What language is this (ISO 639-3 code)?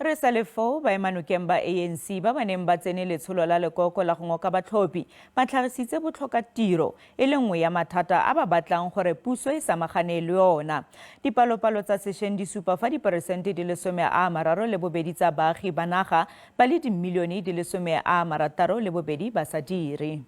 tsn